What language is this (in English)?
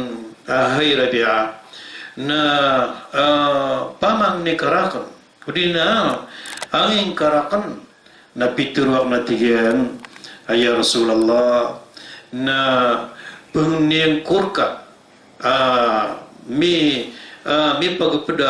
Maranao